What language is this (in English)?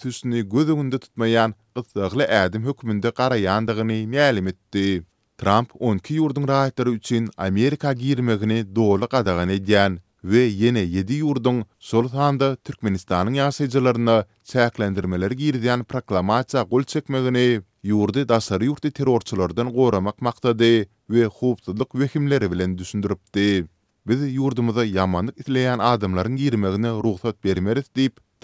Turkmen